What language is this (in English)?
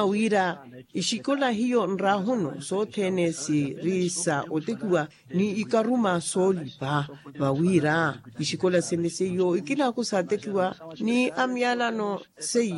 Makhuwa